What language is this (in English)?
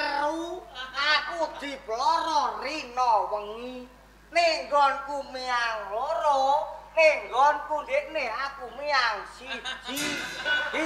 Javanese